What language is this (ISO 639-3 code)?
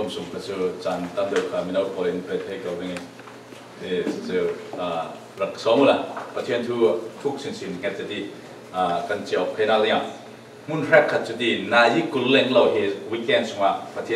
cfm